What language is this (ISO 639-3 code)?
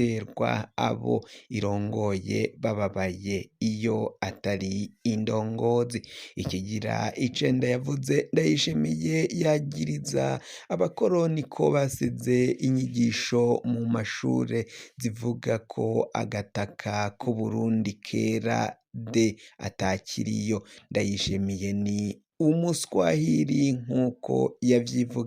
run